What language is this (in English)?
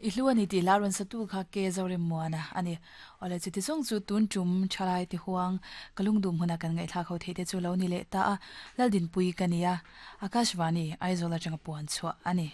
Mizo